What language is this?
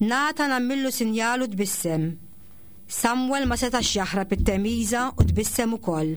Maltese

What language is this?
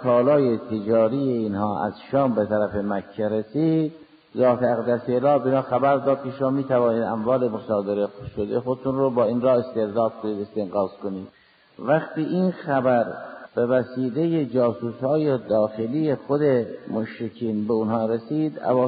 Persian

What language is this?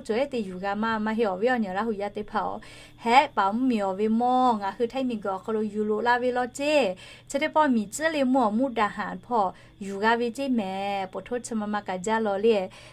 Lahu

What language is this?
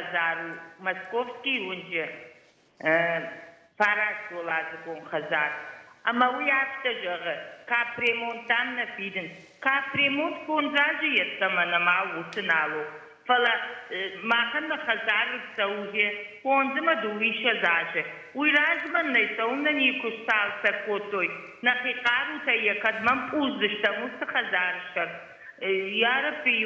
Ossetic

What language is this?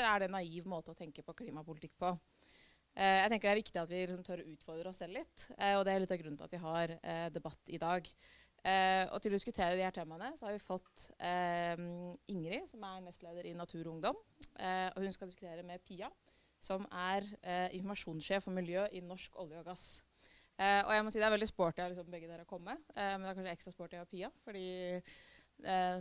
Norwegian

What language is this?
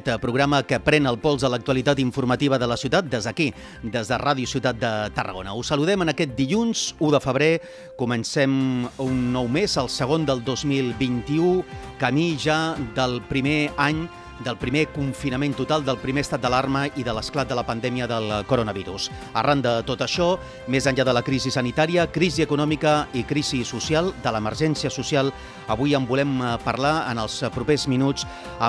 Catalan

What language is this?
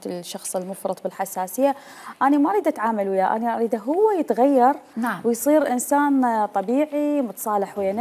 Mesopotamian Arabic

